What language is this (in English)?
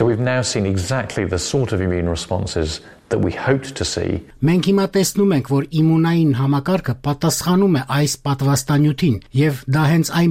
Armenian